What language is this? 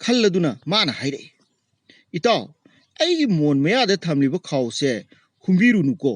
Manipuri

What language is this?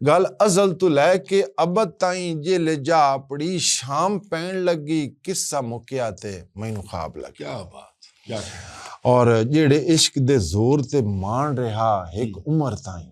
Western Panjabi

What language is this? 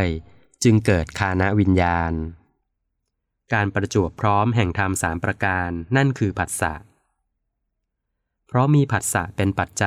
Thai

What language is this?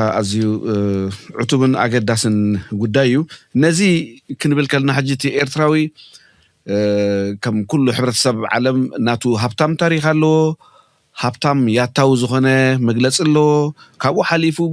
Tigrinya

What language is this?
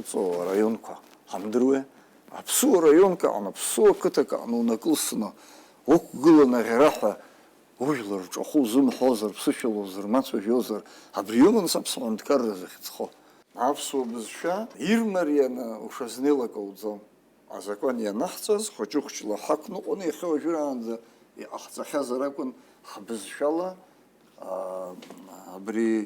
Abkhazian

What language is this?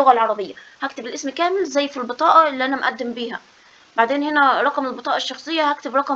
Egyptian Arabic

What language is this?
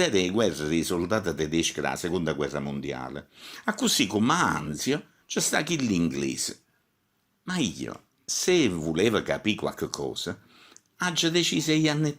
Neapolitan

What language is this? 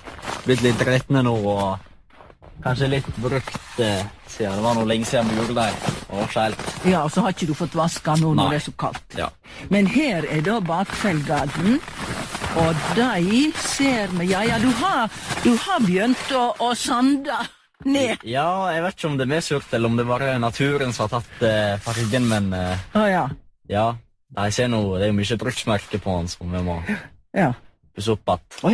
Norwegian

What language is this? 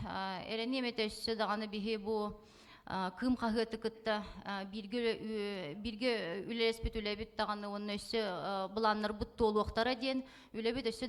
Yakut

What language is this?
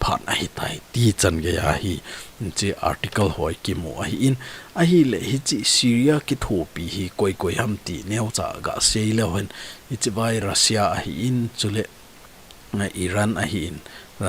Thado Chin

